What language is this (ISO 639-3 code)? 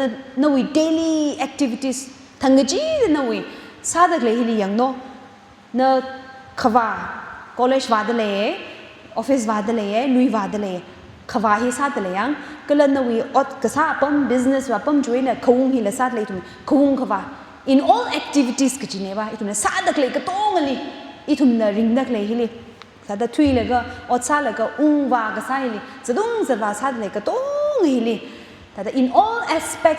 nmf